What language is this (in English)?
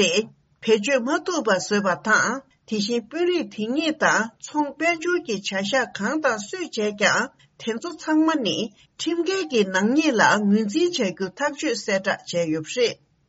Tibetan